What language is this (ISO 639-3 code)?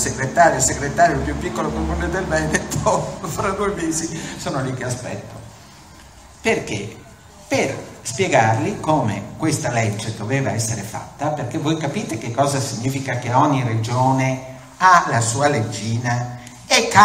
ita